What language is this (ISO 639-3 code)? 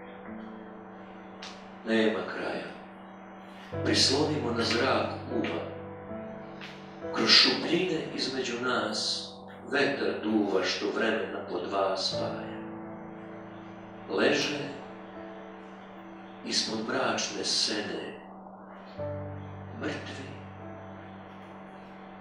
srp